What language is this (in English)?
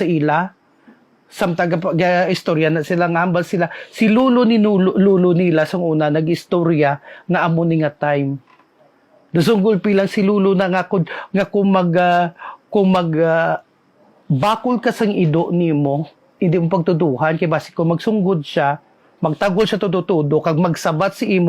Hiligaynon